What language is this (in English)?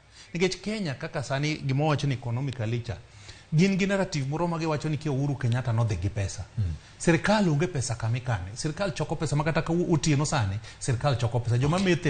Luo (Kenya and Tanzania)